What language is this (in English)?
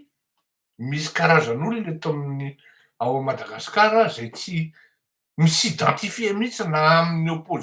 Malagasy